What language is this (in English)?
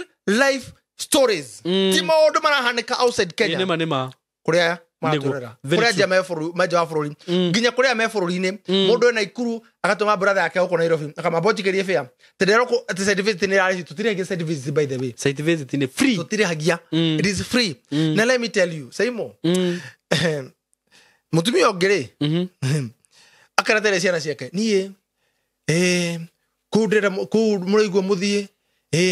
Kikuyu